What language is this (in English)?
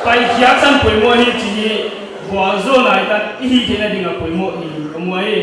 Paite Chin